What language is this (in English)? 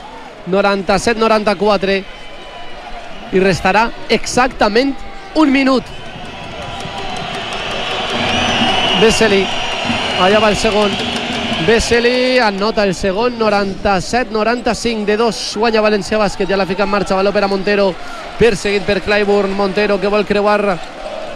Catalan